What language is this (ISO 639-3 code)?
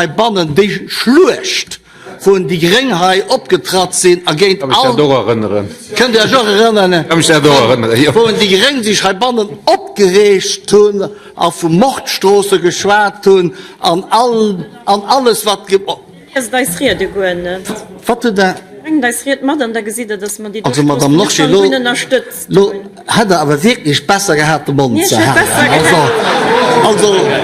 ltz